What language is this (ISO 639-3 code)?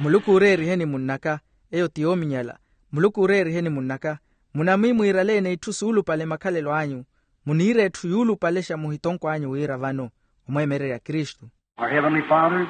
vmw